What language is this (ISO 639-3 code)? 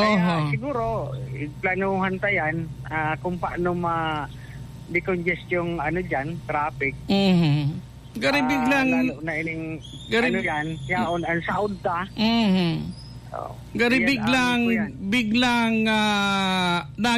bik